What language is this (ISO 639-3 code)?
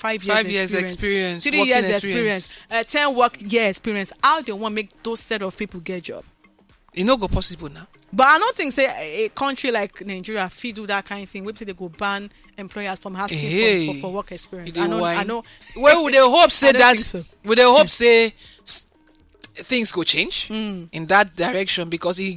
pcm